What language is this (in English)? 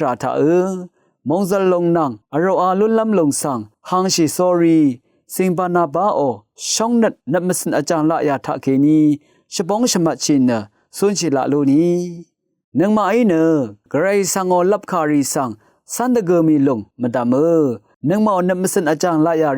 Rawang